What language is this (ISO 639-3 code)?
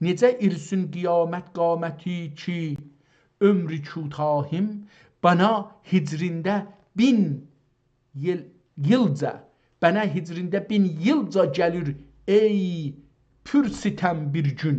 azb